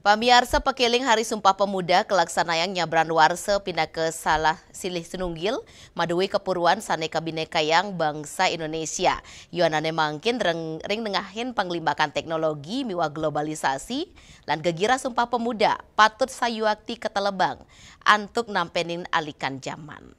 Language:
Balinese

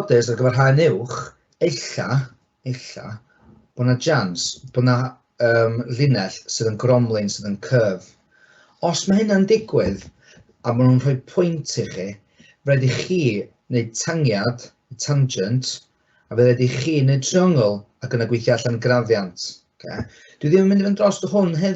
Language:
Welsh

